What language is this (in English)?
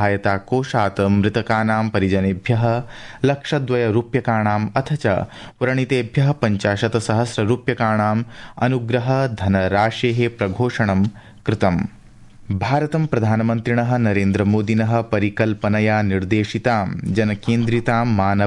Sanskrit